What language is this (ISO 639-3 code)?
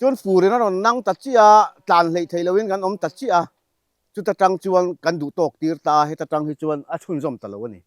lus